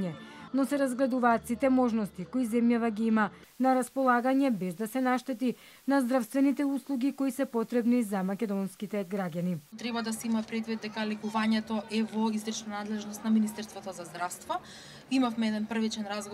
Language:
Macedonian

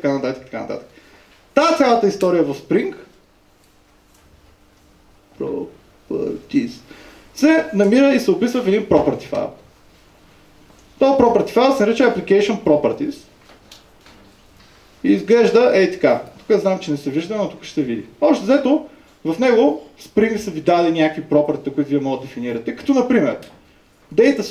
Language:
Bulgarian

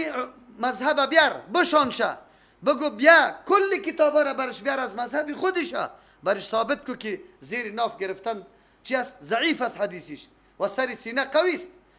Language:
Persian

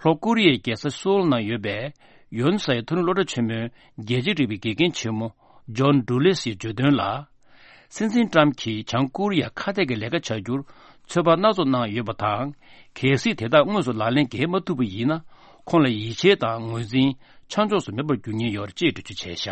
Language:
Tibetan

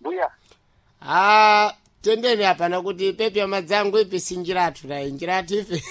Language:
Sena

